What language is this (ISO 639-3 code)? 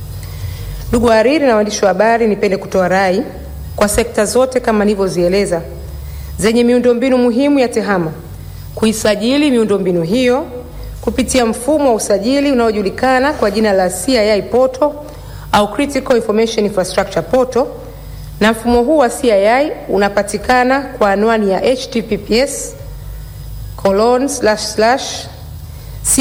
swa